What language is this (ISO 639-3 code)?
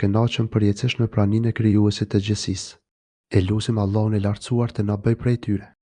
sqi